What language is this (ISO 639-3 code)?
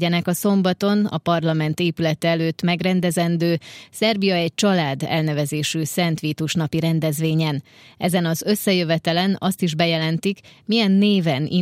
hun